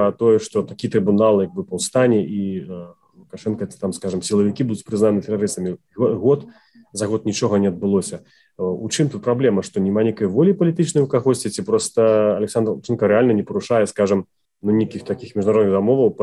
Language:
Belarusian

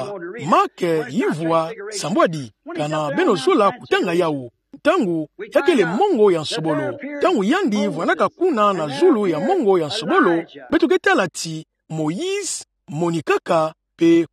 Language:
Kituba (Democratic Republic of Congo)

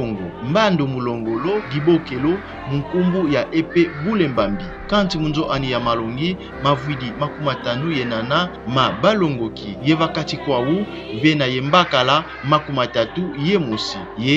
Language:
Kongo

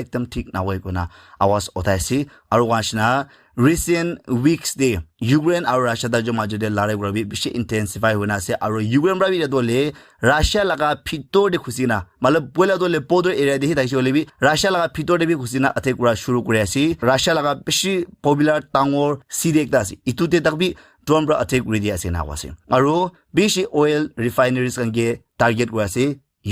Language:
Naga Pidgin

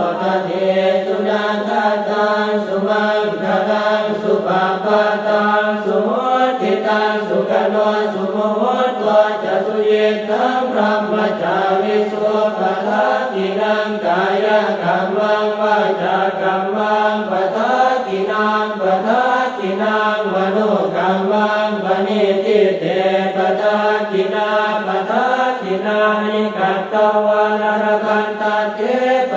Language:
Pali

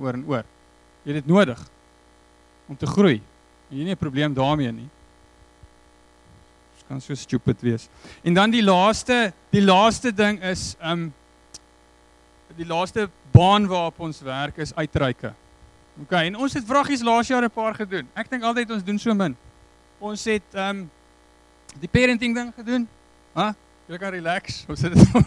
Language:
Afrikaans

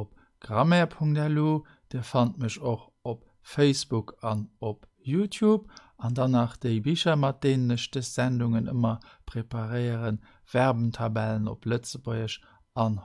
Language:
Luxembourgish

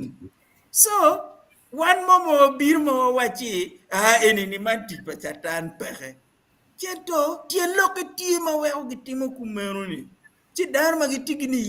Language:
Acoli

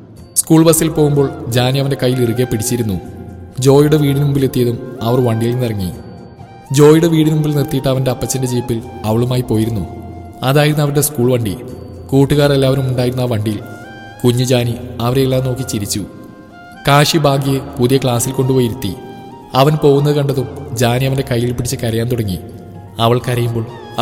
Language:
Malayalam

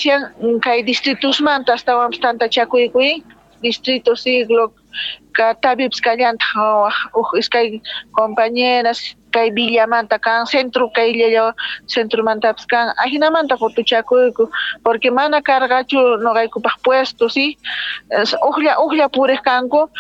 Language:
Quechua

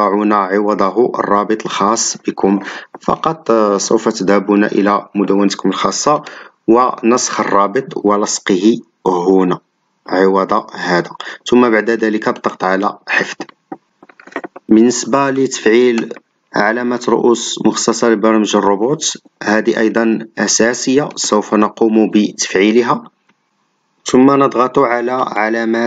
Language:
Arabic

